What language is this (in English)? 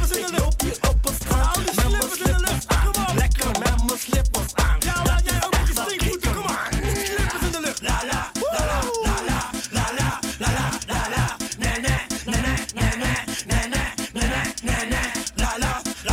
Dutch